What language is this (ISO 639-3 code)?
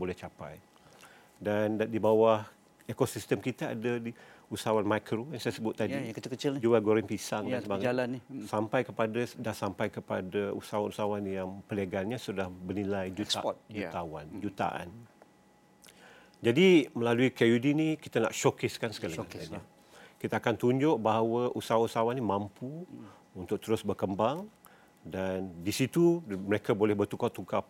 msa